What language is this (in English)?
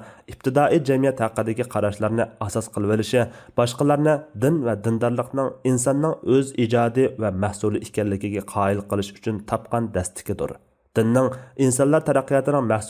Uyghur